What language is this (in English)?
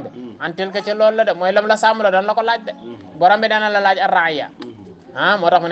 Wolof